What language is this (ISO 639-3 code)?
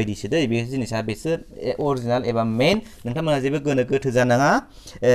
brx